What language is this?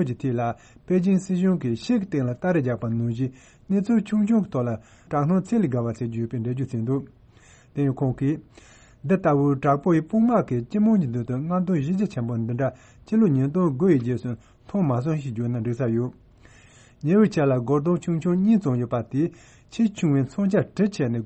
Tibetan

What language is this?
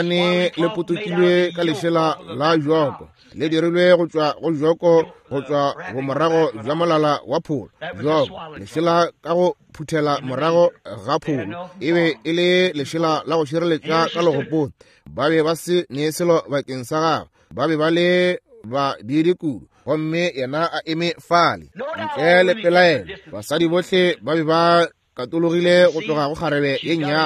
Northern Sotho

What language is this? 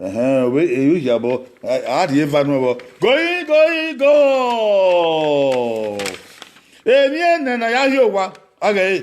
Bini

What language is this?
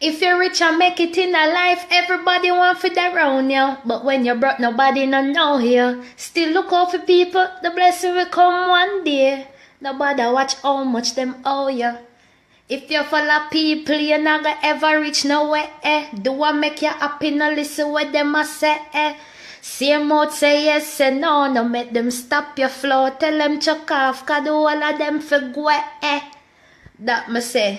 Jamaican Creole English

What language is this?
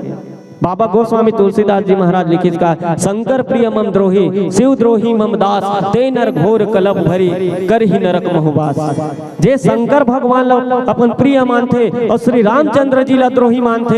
Chhattisgarhi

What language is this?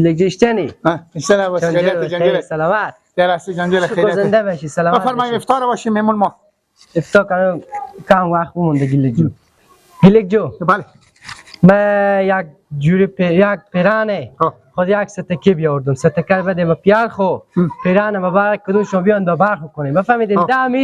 Persian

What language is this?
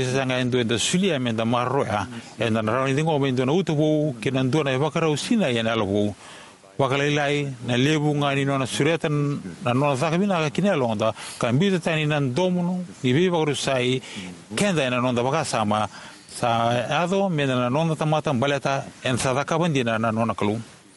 Fijian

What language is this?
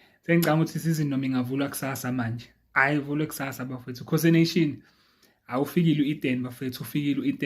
Zulu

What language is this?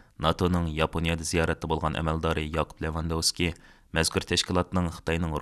Uyghur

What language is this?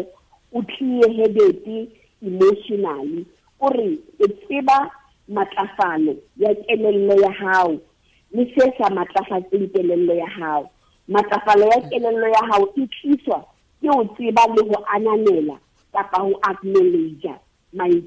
Southern Sotho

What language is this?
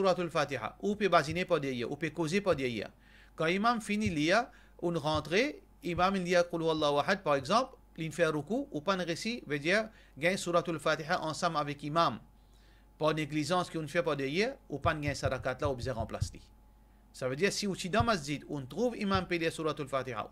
Morisyen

